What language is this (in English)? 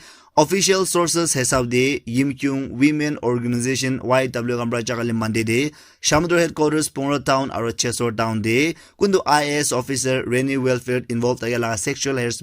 Naga Pidgin